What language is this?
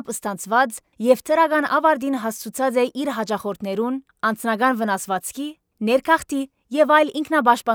Western Armenian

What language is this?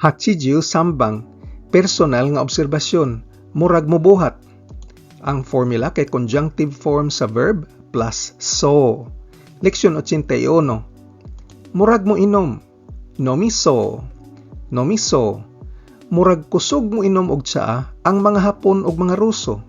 Cebuano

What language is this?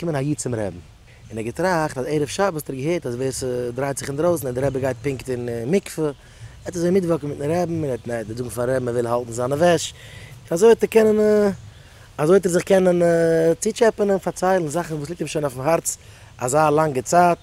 Yiddish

